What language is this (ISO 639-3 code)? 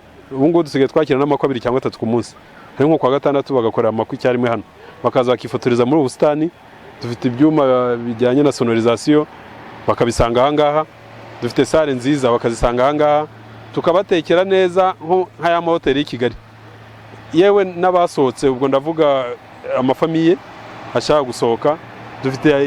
kin